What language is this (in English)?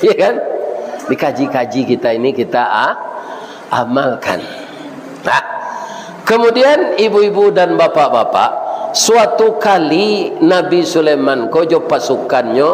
Minangkabau